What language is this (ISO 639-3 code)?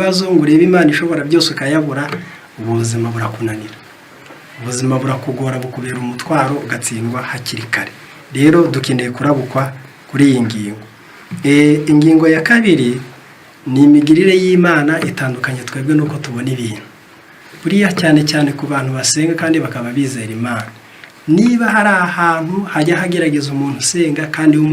kin